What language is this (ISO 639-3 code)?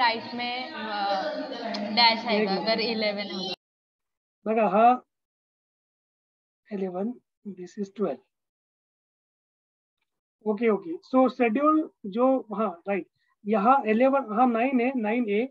hin